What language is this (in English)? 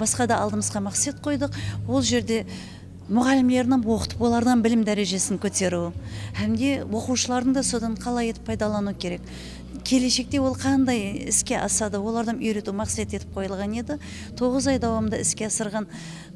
Kara-Kalpak